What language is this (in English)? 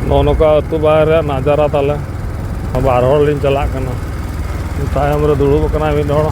Santali